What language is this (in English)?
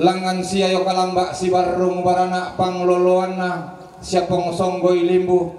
Toraja-Sa'dan